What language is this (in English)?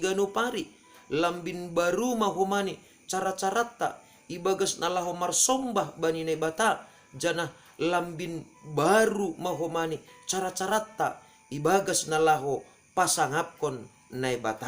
Batak Simalungun